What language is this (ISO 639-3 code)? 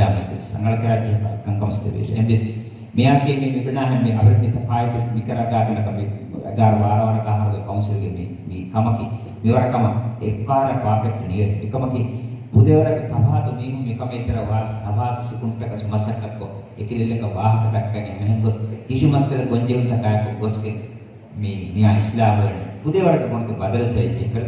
div